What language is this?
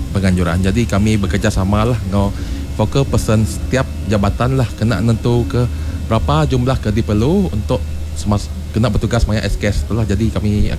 Iban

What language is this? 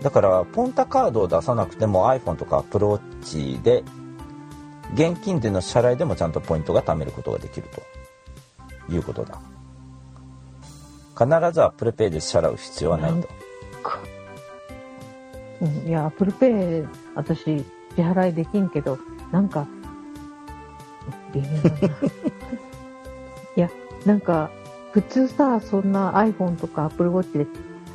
Japanese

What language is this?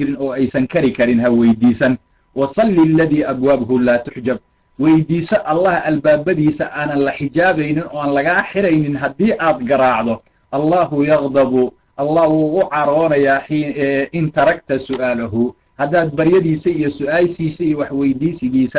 Somali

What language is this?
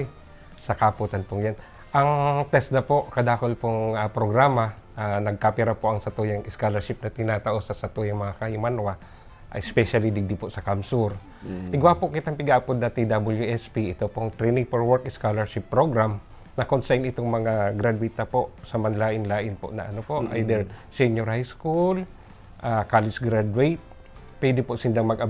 Bikol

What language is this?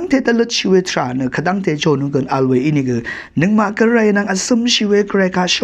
Rawang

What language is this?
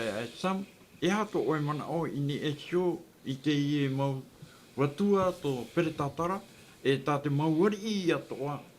Tahitian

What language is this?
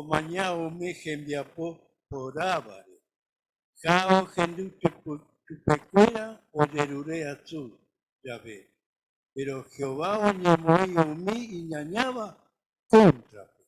Guarani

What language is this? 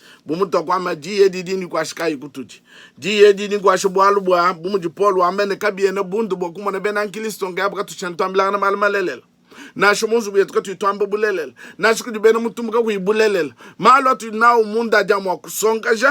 Luba-Lulua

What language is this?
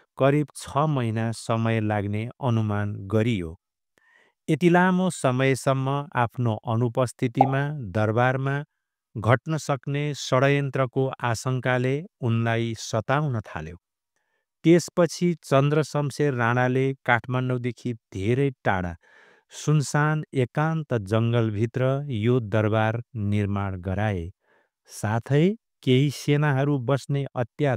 Nepali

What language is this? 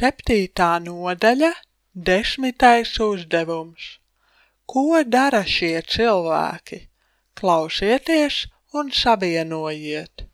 Latvian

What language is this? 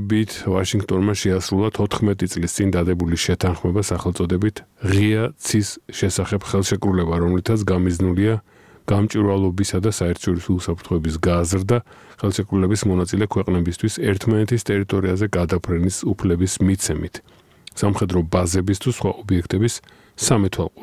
Georgian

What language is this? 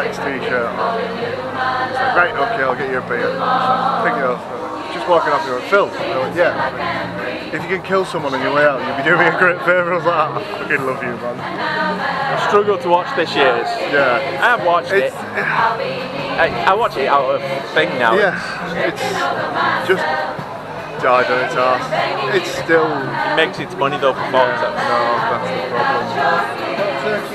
English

